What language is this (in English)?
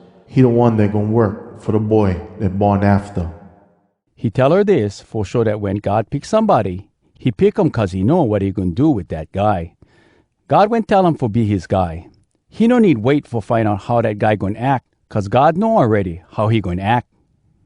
Hawai'i Creole English